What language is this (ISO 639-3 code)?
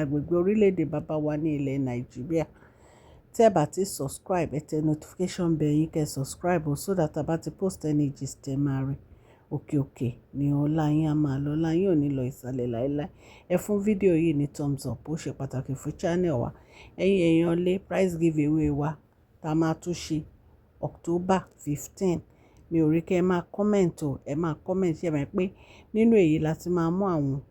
yor